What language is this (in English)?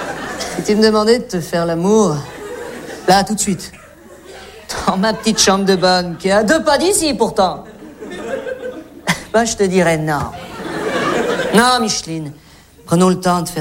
French